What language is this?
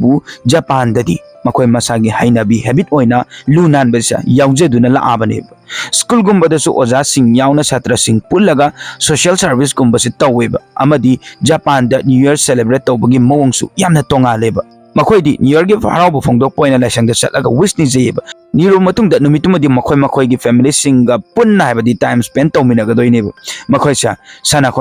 Manipuri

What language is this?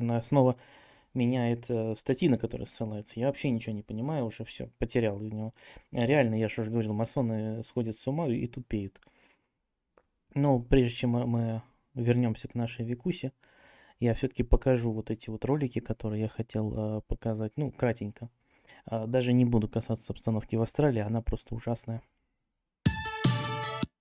Russian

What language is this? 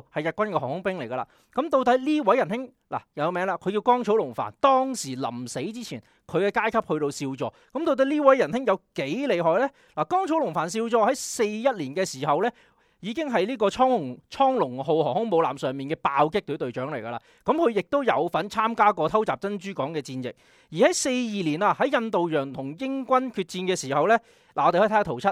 Cantonese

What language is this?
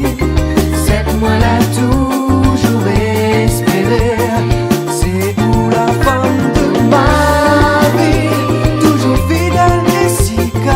Réunion Creole French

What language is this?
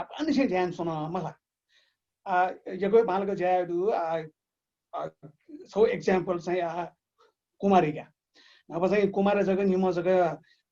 Newari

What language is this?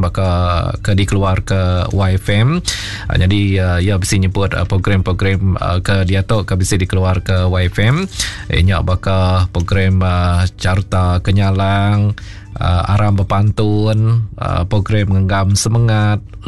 Iban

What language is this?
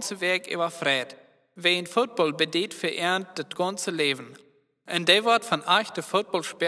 Plautdietsch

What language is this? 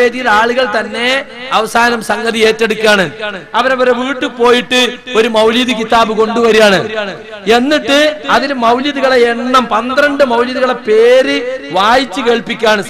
Malayalam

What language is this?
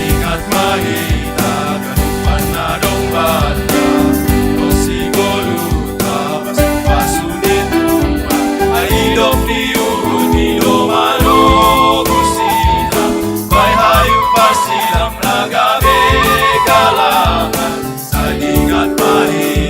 Batak Simalungun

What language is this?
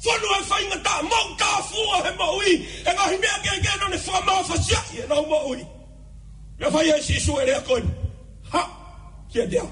Tongan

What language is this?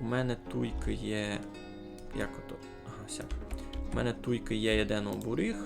Rusyn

